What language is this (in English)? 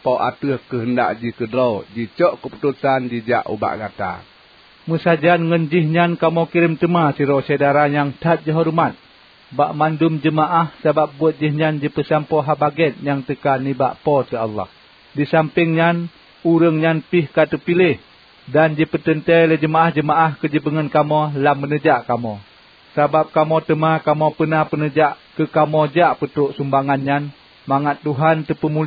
Achinese